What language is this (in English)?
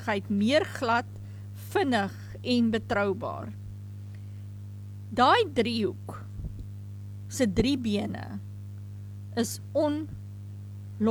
Afrikaans